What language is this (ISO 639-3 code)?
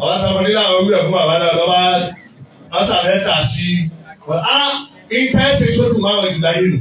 yor